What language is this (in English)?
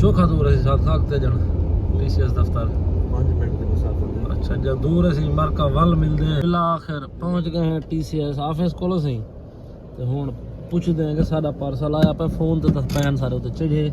Saraiki